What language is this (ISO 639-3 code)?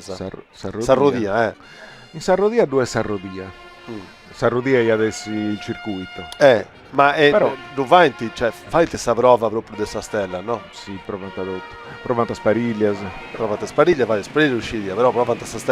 srd